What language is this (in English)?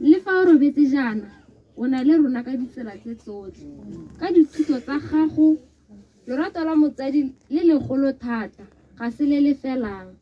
Tswana